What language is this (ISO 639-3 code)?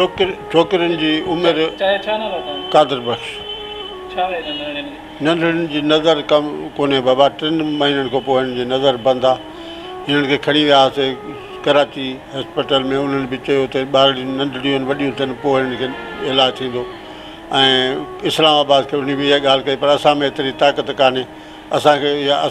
snd